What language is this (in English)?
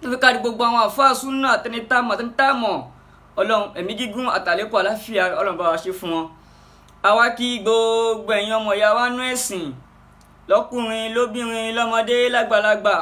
Yoruba